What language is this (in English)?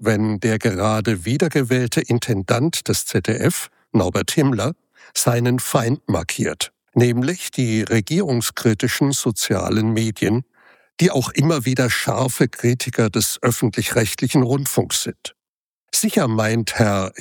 German